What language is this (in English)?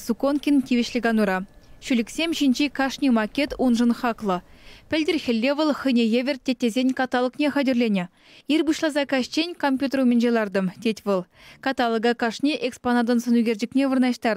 Chuvash